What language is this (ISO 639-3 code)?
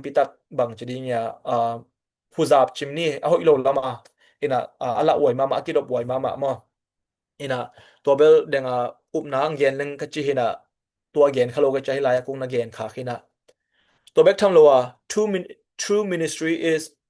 ctd